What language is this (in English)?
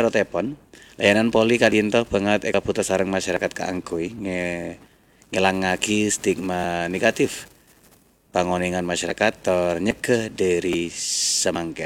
Madurese